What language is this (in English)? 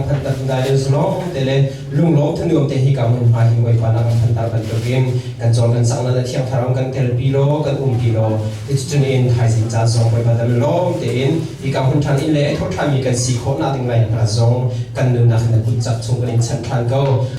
Hakha Chin